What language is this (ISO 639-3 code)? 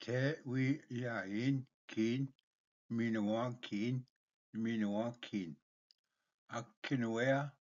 oji